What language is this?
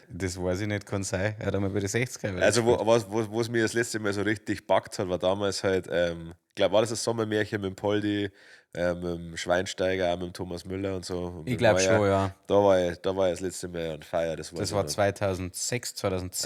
Bavarian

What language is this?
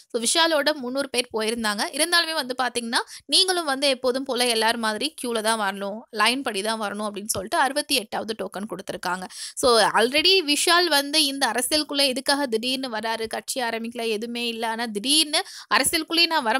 Tamil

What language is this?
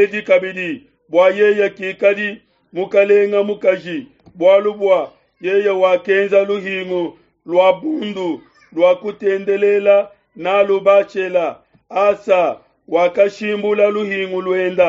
Luba-Lulua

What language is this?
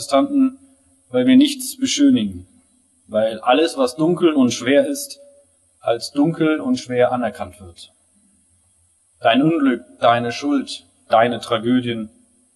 German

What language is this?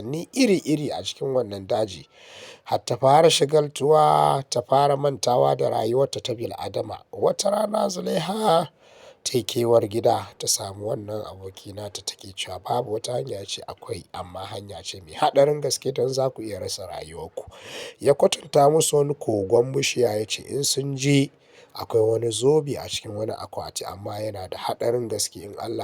Hausa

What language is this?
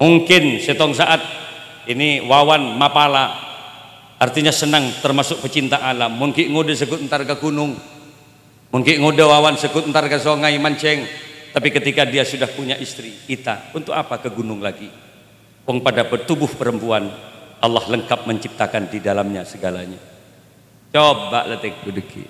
Madurese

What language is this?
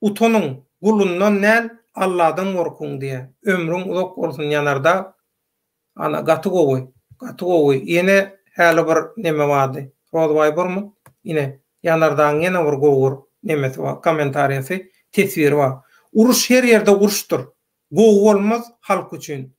Turkmen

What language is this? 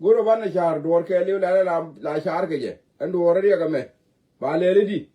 Nuer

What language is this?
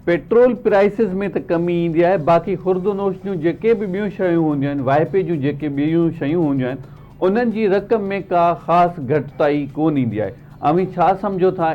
Sindhi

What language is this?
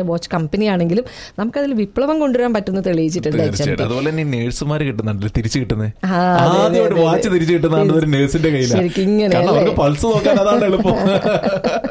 Malayalam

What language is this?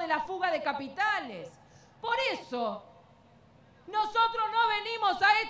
Spanish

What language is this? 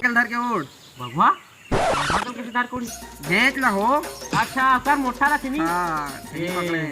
Chhattisgarhi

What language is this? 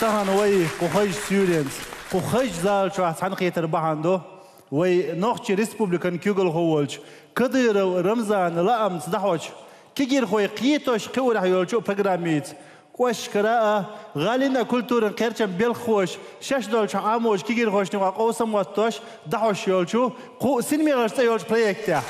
Chechen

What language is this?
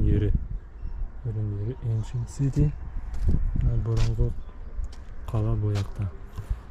Bashkir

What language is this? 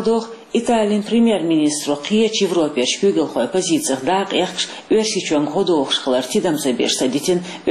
Chechen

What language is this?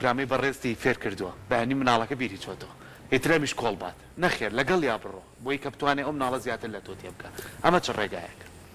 Central Kurdish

